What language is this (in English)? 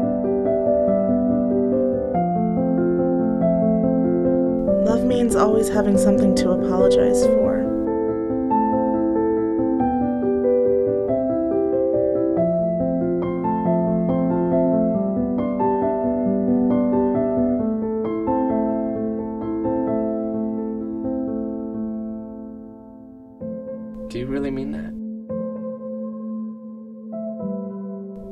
English